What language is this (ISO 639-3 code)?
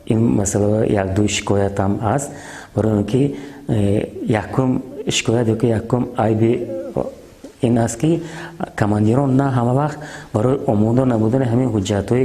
tgk